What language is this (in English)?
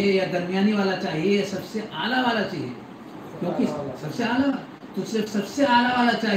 Urdu